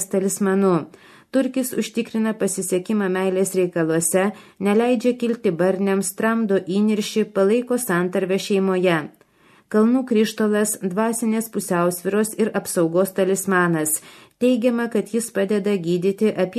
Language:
Lithuanian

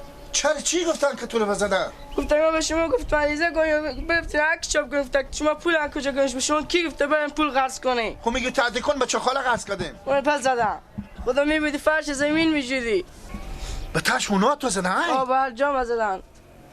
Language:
Persian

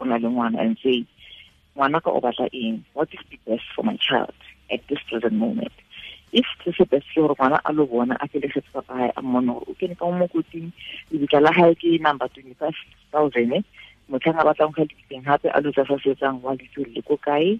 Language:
Tswana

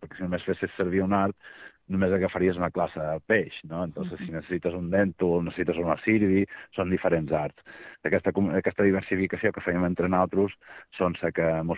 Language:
Catalan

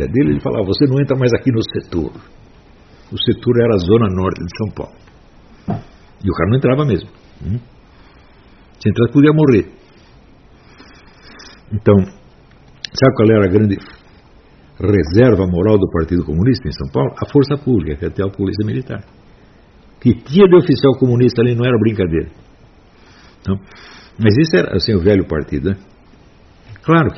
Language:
Portuguese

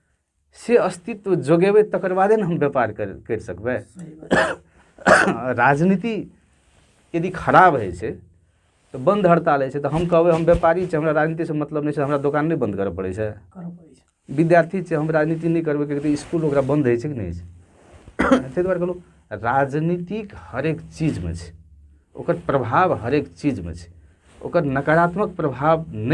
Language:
Maithili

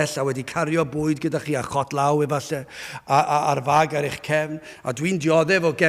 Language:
Welsh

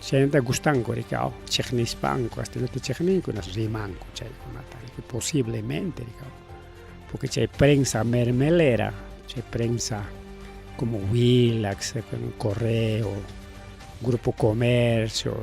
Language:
Ayacucho Quechua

